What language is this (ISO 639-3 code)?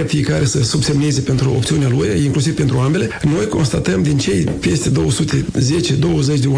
ron